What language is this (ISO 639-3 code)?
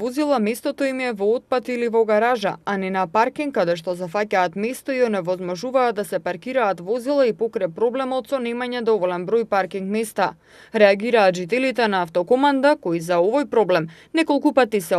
mkd